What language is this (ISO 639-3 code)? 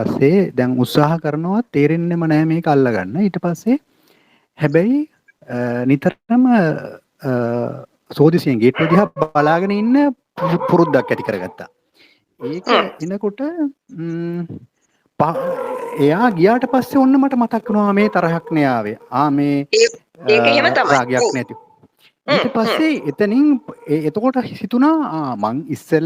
sin